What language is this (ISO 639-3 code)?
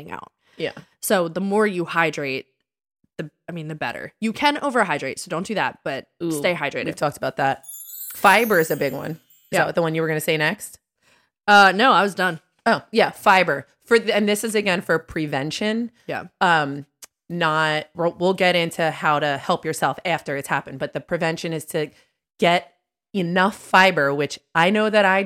eng